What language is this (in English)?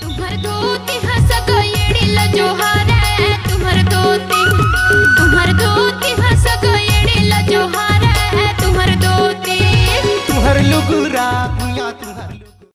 Chhattisgarhi